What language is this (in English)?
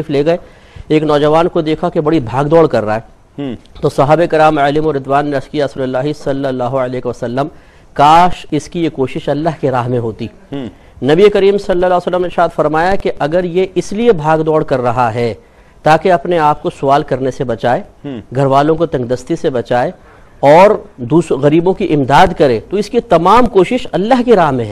Urdu